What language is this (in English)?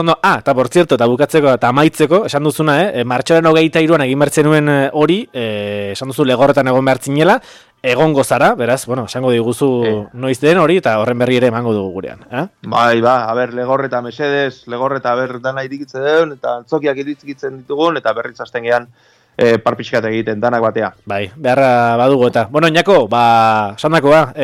Basque